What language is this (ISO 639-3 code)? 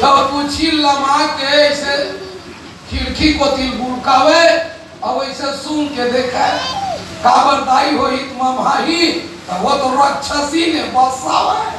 hne